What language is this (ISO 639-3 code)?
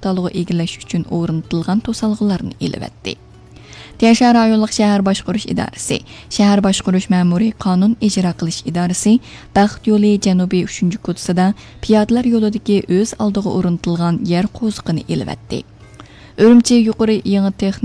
uig